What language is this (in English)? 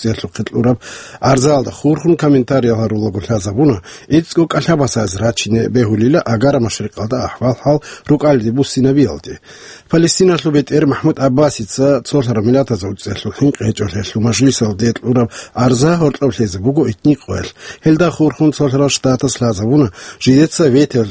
Avaric